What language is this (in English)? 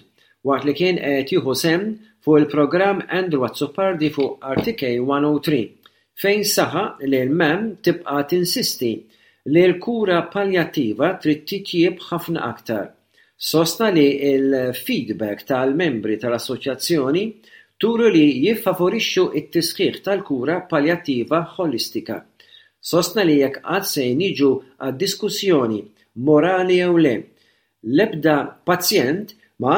Maltese